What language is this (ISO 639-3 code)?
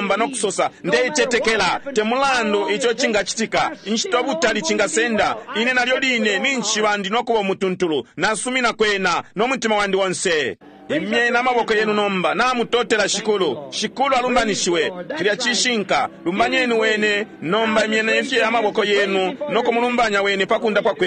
bem